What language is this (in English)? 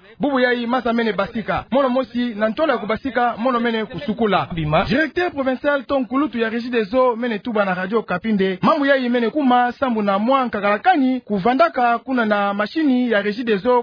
Kituba (Democratic Republic of Congo)